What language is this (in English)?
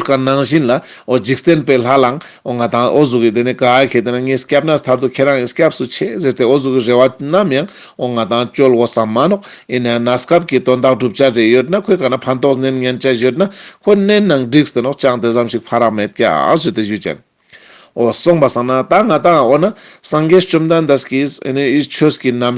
Ladakhi